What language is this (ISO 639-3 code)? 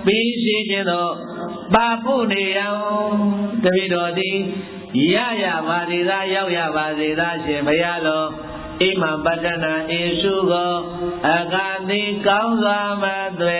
mya